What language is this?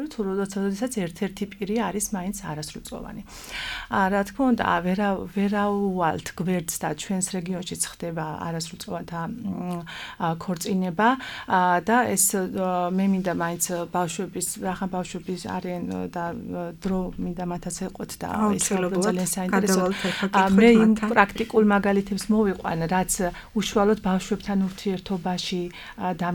Georgian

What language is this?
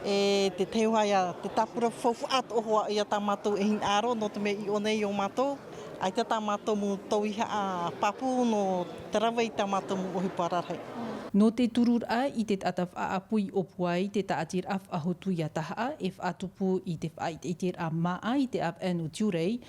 Tahitian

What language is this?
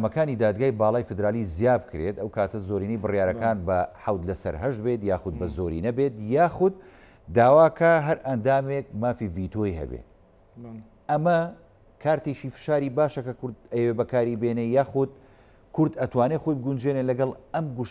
Central Kurdish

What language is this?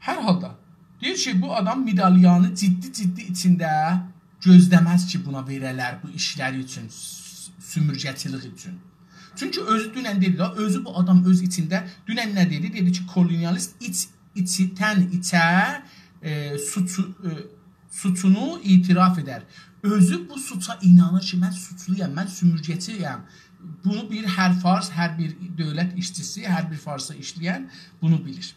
South Azerbaijani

